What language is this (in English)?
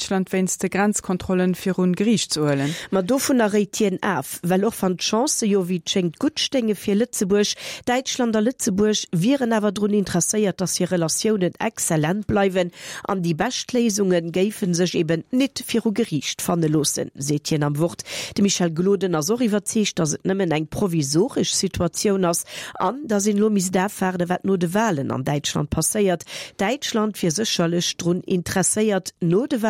Luxembourgish